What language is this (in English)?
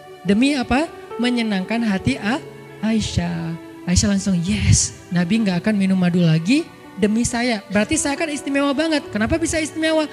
Indonesian